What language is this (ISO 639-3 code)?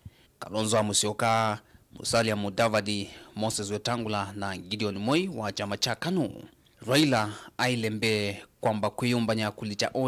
kam